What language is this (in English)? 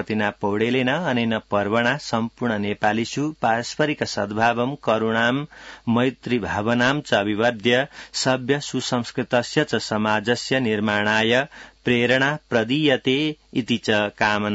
Sanskrit